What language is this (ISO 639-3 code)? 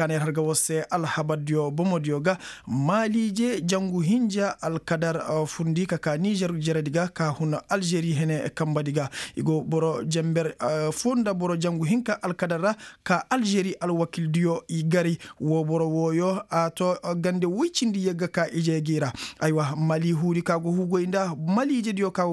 ses